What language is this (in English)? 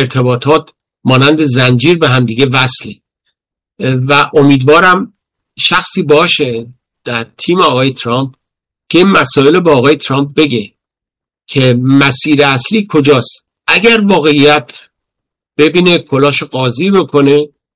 Persian